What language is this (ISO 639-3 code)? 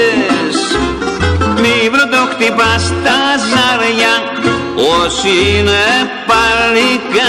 ell